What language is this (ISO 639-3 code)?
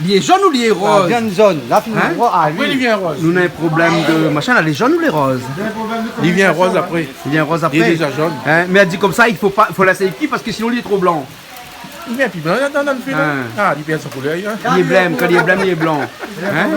rcf